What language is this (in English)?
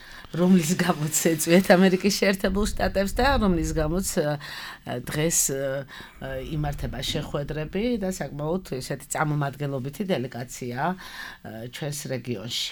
Georgian